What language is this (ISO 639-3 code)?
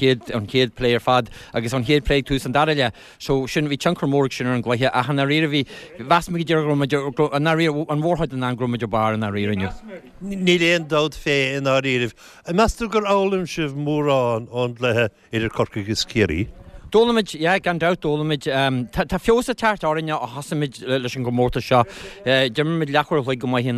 gle